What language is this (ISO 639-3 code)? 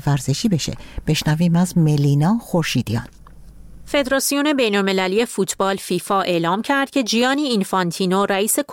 fas